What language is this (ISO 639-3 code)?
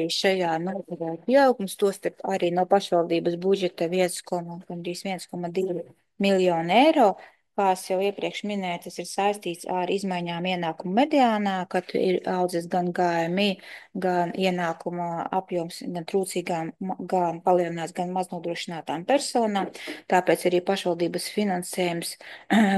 lav